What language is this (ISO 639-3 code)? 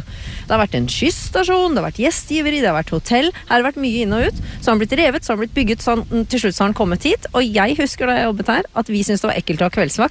nor